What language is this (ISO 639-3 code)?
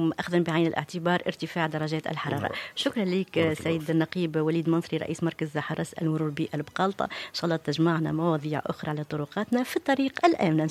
aeb